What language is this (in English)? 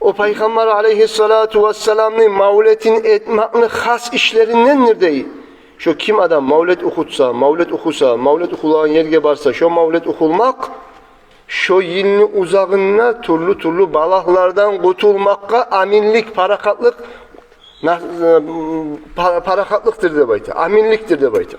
Kumyk